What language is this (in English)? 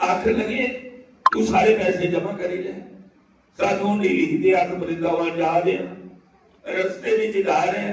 Dogri